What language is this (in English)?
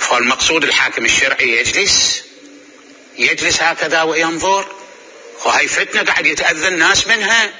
Mesopotamian Arabic